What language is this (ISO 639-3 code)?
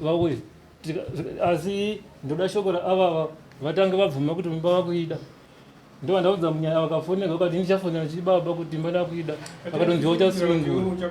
sna